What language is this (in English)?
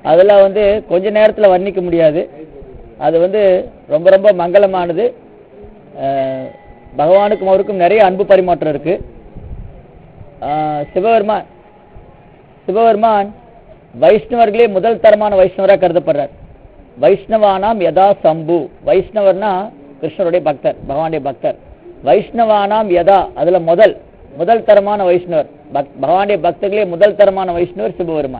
Tamil